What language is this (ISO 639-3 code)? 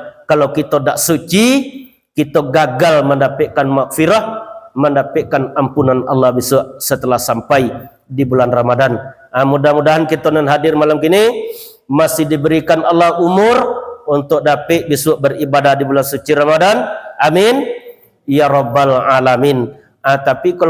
min